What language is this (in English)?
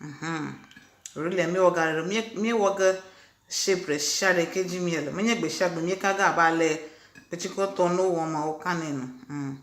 Ewe